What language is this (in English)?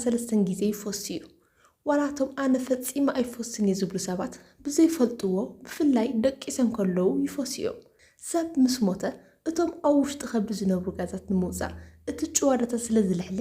Tigrinya